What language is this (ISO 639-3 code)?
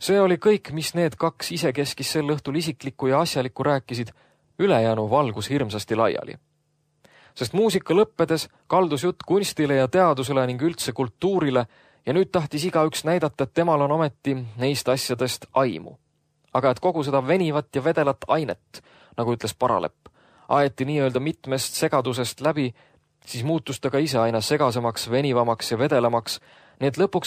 est